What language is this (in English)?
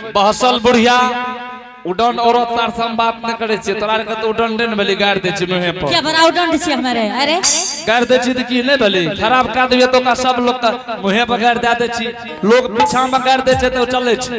Angika